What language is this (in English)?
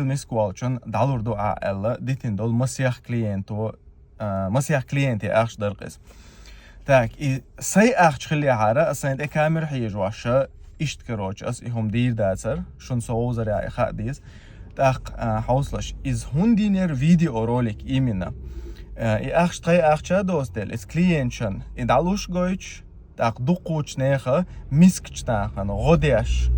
Chechen